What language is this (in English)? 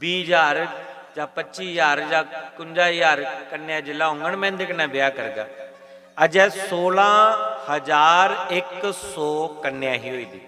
Dogri